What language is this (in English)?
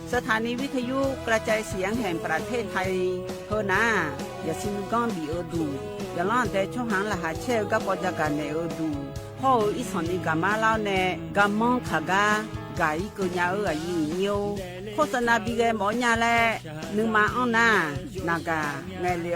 Akha